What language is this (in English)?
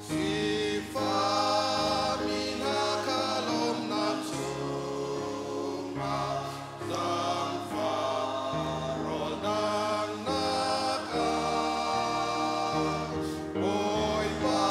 Hakha Chin